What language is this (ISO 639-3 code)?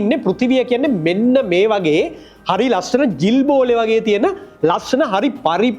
sin